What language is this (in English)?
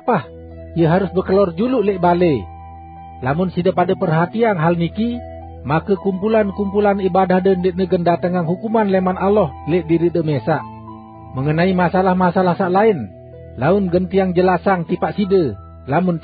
Sasak